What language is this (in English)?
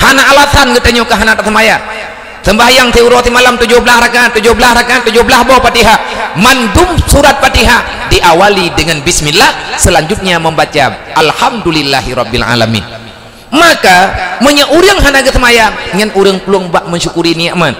Achinese